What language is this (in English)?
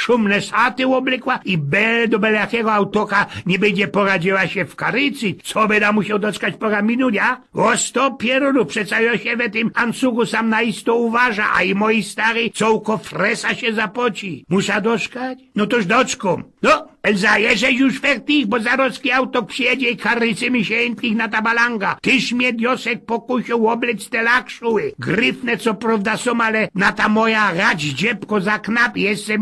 Silesian